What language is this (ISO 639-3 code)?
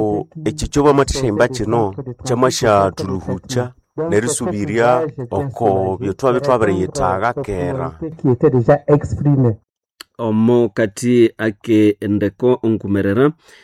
nnb